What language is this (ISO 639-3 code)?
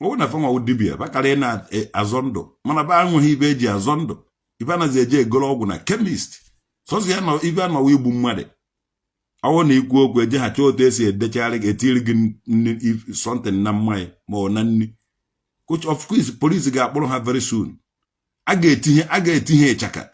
ibo